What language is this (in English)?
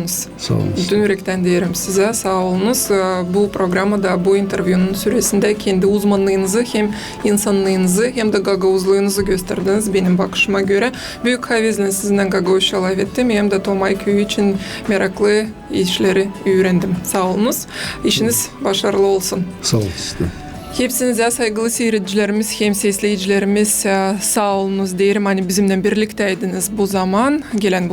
Gagauz